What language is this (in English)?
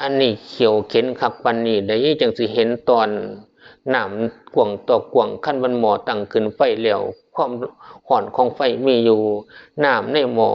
Northeastern Thai